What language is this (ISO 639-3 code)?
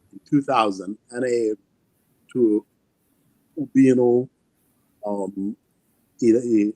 ach